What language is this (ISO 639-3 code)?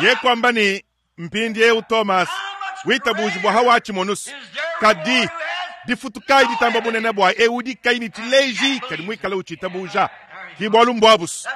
lua